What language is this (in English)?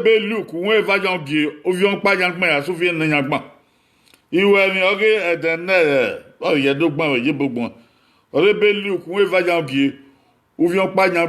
Bini